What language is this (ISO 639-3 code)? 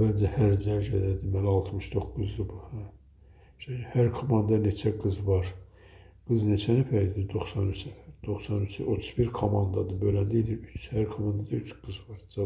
aze